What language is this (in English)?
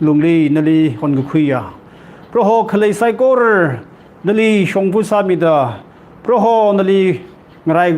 Tangkhul Naga (India)